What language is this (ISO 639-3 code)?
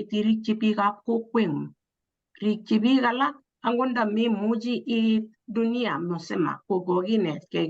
kln